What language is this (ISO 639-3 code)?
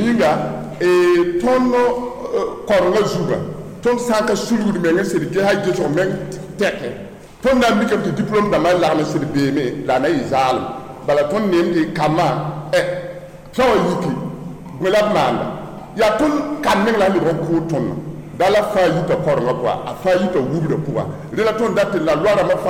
mos